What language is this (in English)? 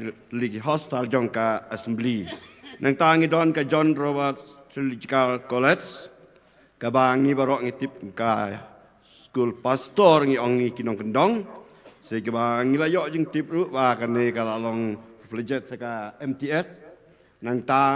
Khasi